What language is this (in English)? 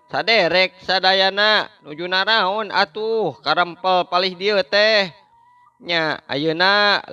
Sundanese